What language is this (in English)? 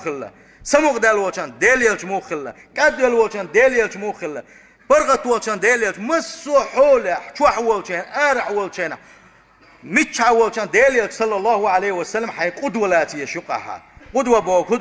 Chechen